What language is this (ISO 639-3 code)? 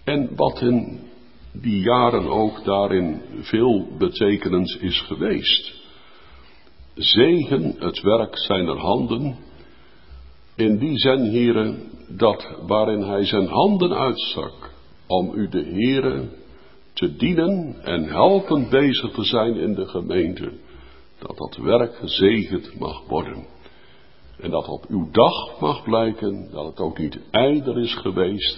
nld